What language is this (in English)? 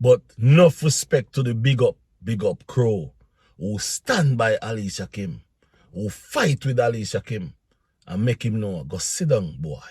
Jamaican Creole English